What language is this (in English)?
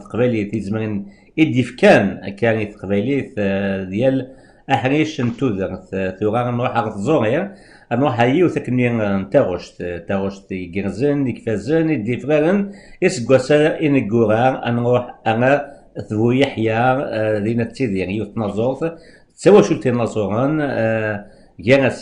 Kabyle